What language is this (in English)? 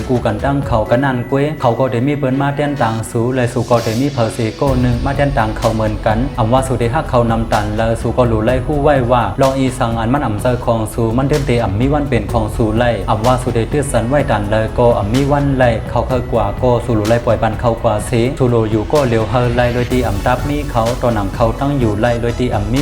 Shan